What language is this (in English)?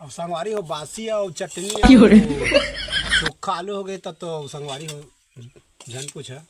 Chhattisgarhi